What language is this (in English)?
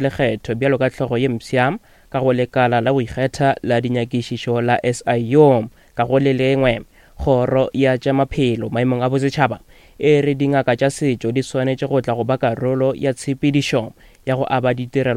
Northern Sotho